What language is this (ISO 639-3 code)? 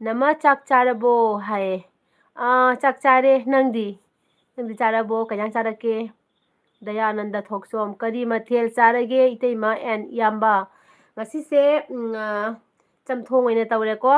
mni